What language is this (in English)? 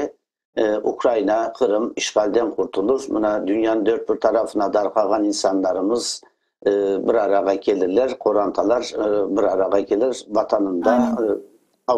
Crimean Tatar